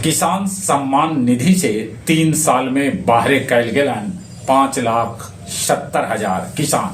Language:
Magahi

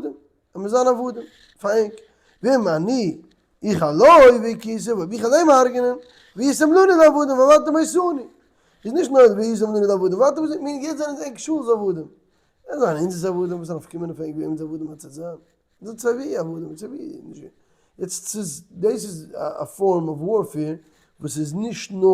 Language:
Yiddish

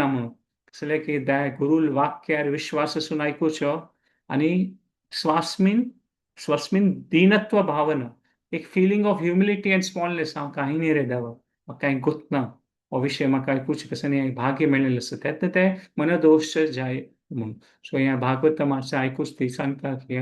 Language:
Konkani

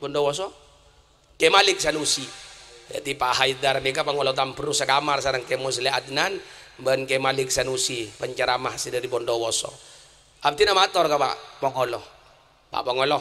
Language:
Madurese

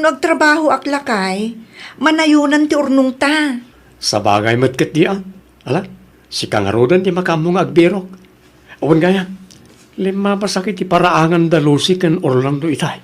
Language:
Iloko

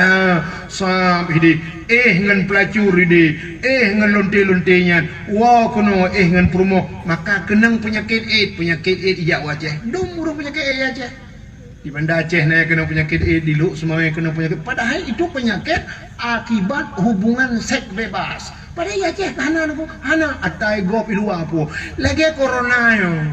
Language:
Achinese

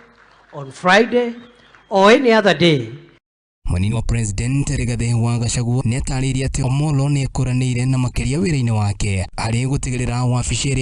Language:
Kikuyu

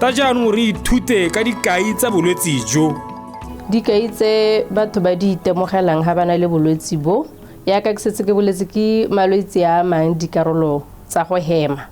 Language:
Tswana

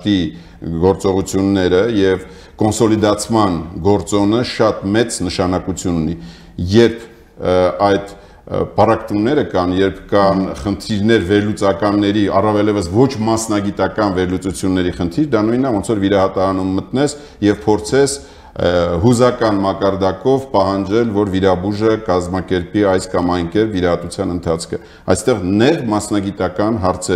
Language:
Armenian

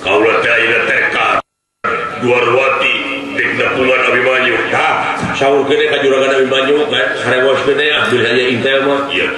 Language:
Sundanese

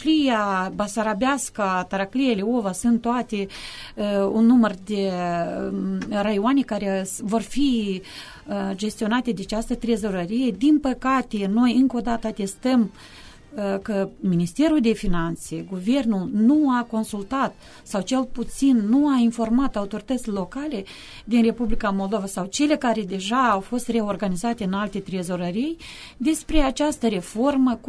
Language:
Romanian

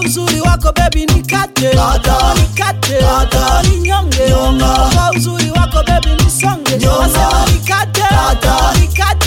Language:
Swahili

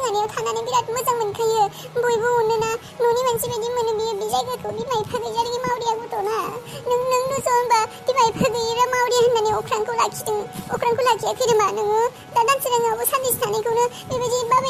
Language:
Bodo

